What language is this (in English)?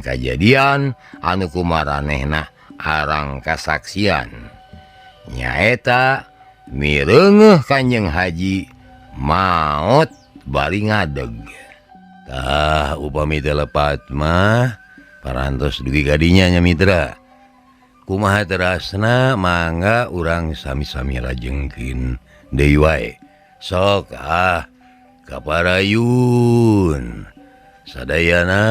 Sundanese